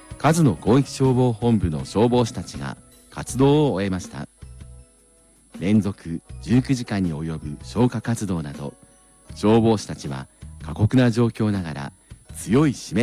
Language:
Japanese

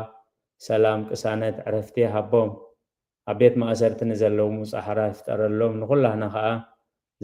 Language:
Tigrinya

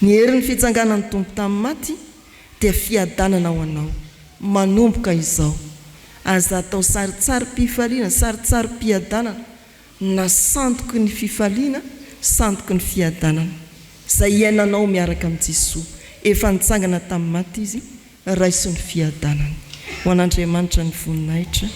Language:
Malagasy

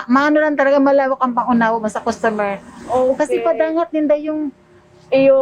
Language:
Bikol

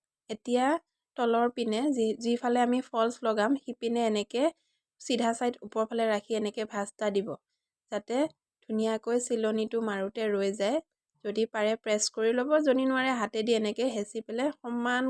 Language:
Assamese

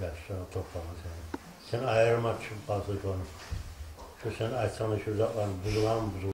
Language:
Kumyk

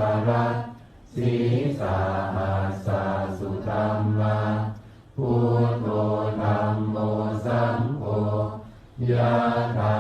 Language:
Pali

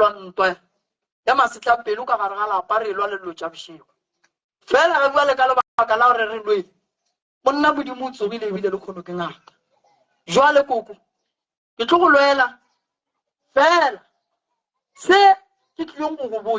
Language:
Northern Sotho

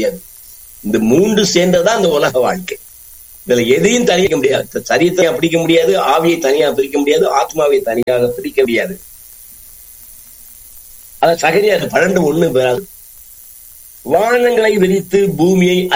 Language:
Tamil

